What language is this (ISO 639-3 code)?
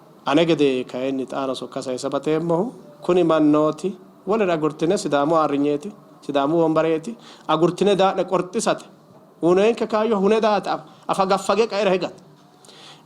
sid